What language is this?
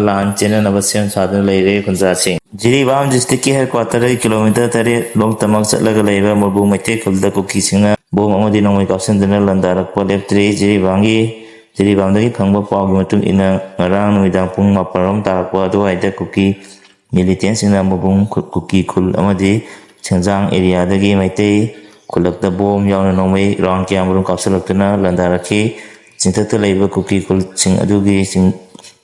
Manipuri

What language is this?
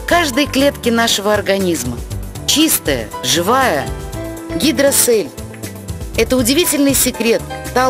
Russian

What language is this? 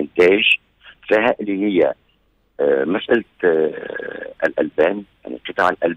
Tunisian Arabic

